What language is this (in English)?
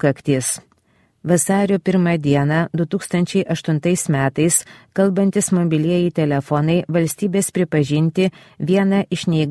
Lithuanian